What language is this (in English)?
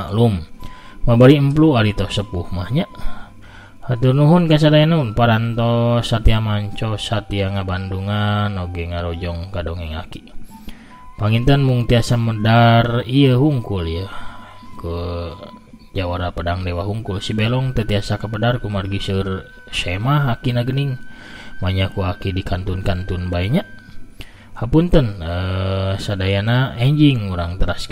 Sundanese